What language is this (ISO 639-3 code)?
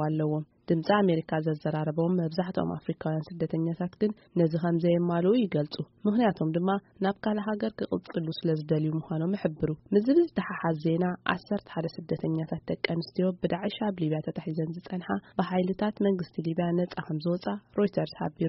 tir